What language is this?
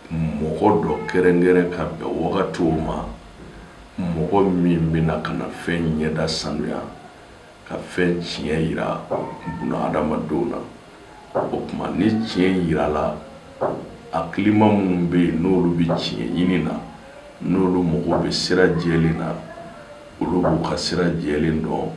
Bambara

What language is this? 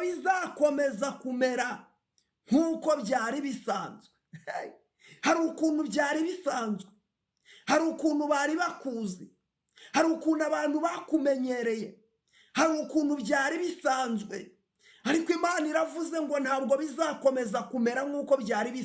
Kinyarwanda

